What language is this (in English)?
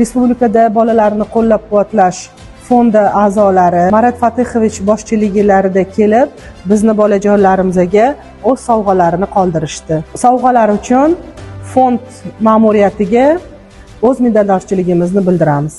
Uzbek